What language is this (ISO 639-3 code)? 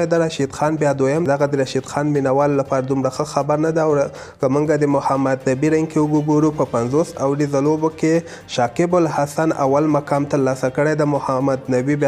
pus